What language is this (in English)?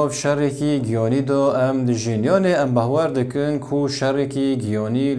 Kurdish